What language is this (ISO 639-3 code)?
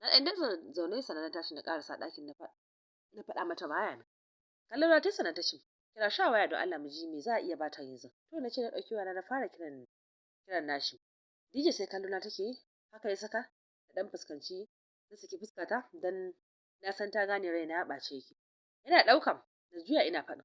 hau